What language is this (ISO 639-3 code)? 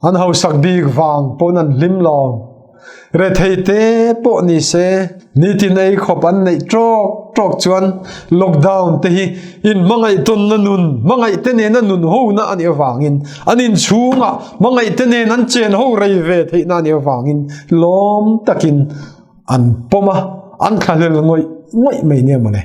lus